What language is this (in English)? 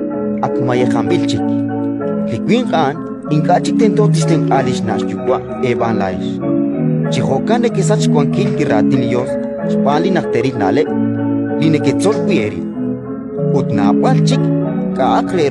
Kekchí